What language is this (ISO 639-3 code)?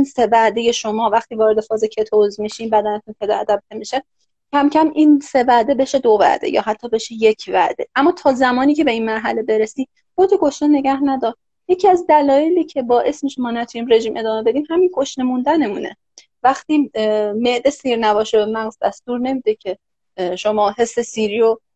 fas